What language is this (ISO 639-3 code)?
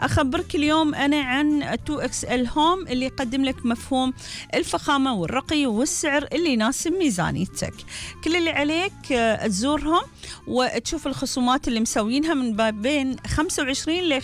afb